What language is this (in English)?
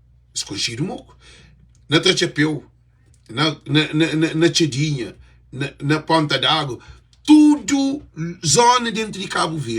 Kabuverdianu